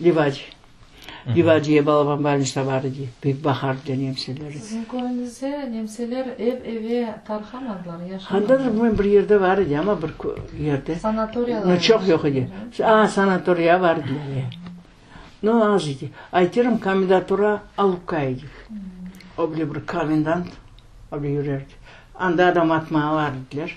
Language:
Crimean Tatar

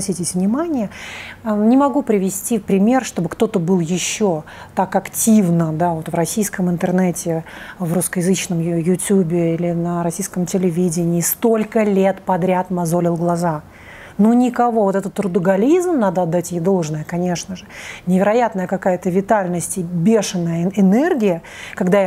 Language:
Russian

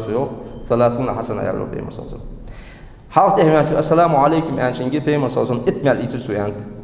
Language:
Ingush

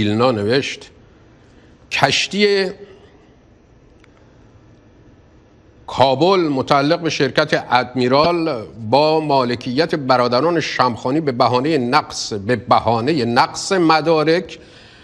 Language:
Persian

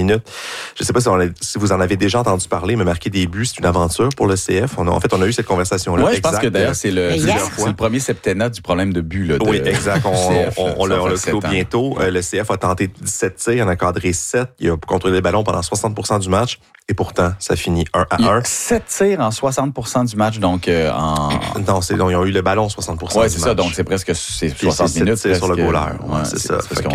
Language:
French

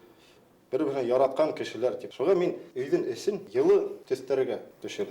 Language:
Bashkir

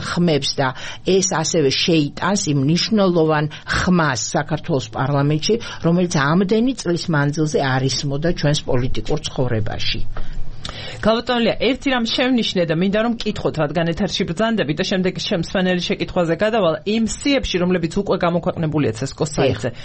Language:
Georgian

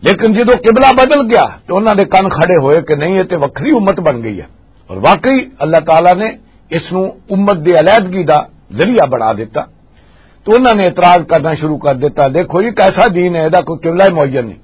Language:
Western Panjabi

